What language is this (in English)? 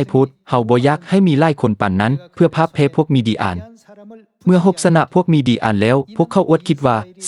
Lao